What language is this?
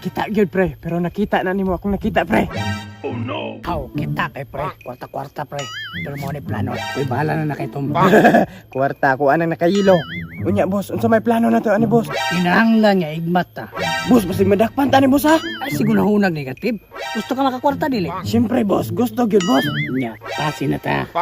Cebuano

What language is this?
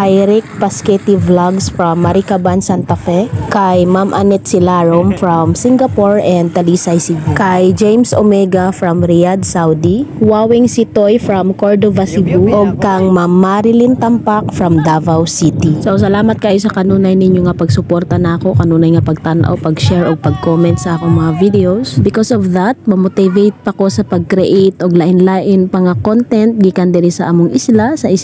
Cebuano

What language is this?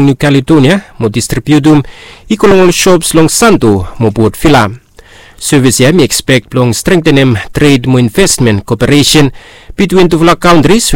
Bislama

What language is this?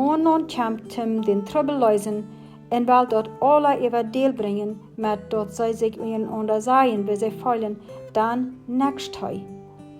Plautdietsch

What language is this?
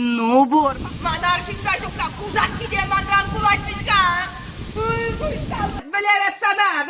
Chuvash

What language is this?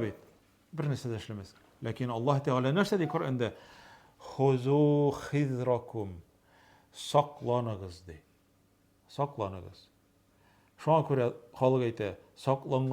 Tatar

